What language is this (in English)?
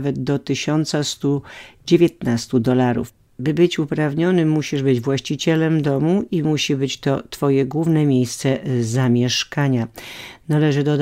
Polish